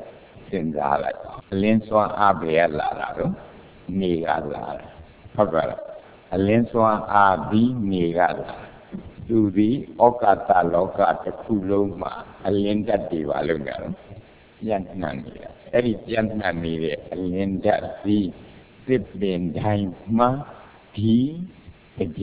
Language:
Burmese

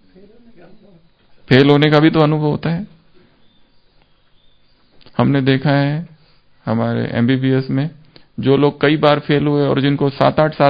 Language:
Hindi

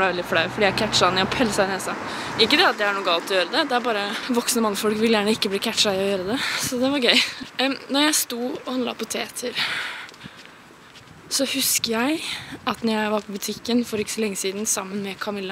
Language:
Norwegian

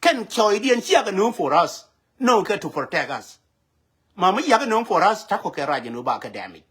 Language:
Nuer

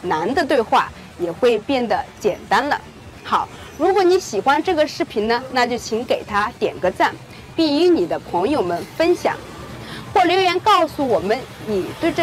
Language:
Chinese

